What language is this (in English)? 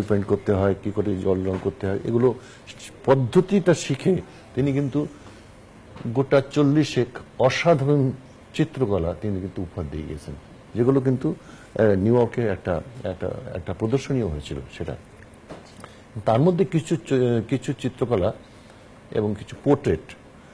Bangla